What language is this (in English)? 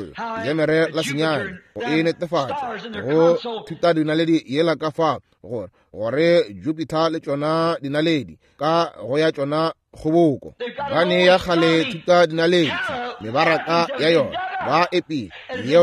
Northern Sotho